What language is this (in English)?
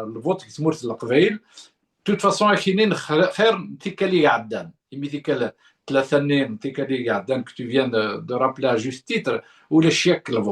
Kabyle